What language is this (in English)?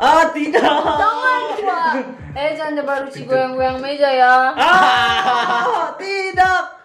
Manado Malay